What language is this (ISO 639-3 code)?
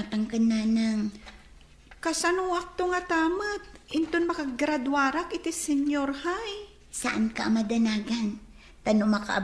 ilo